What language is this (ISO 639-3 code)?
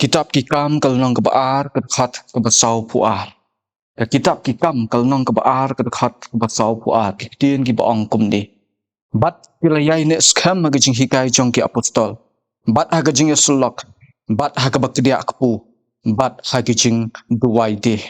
kha